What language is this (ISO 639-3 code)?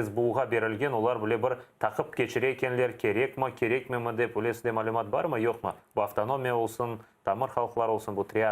crh